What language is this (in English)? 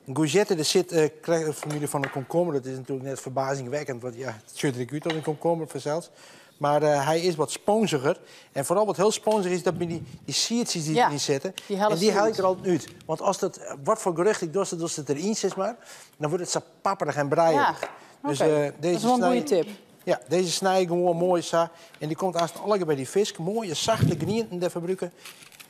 Western Frisian